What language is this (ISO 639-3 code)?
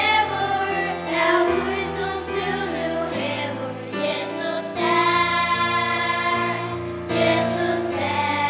fao